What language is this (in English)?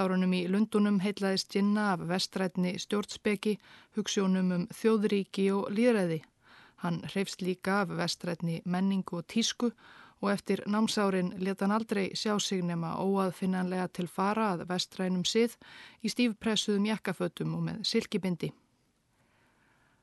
Icelandic